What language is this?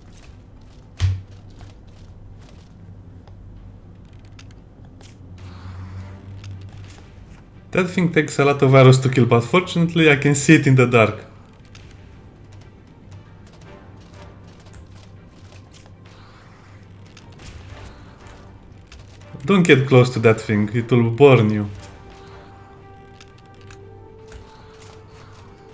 English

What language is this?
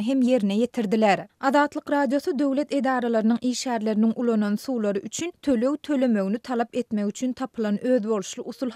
Turkmen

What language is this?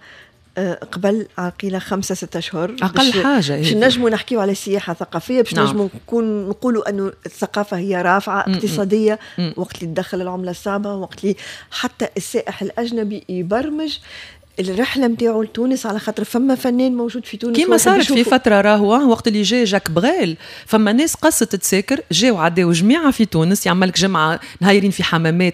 Tunisian Arabic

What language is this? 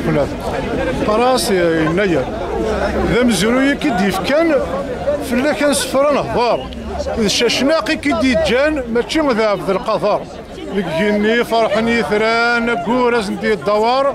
Kabyle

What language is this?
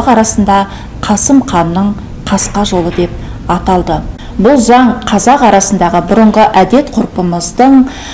Kazakh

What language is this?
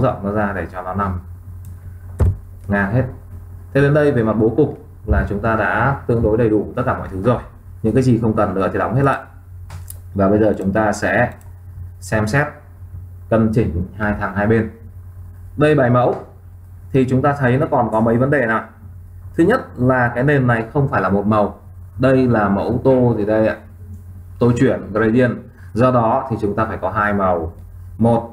Vietnamese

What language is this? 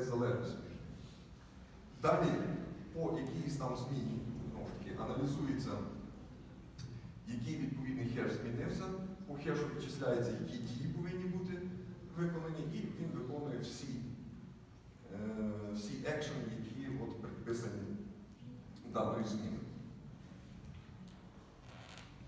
Ukrainian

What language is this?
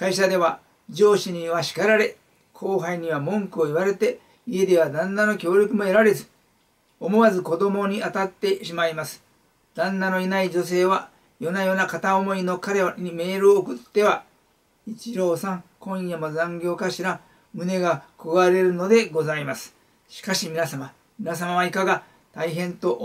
Japanese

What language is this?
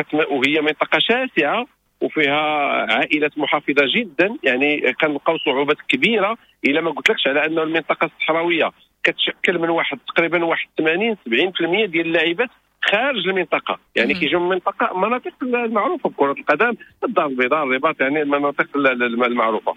Moroccan Arabic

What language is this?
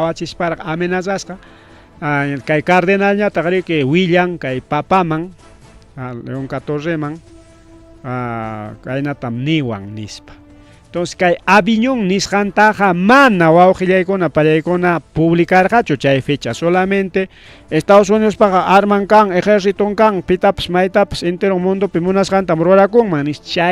Ayacucho Quechua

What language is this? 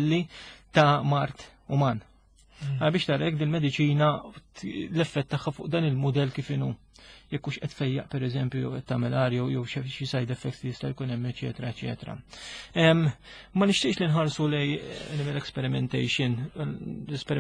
Maltese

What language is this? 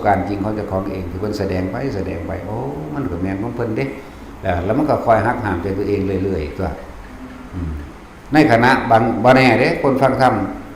Lao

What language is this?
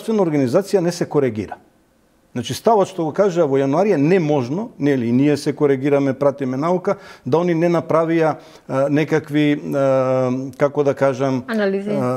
Macedonian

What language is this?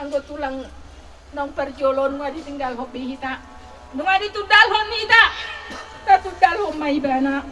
Batak Toba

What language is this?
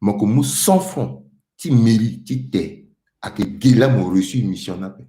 Sango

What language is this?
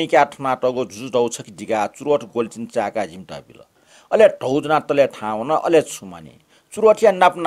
Newari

